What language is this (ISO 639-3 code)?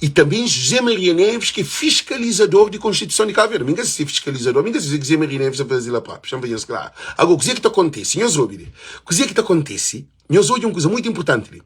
kea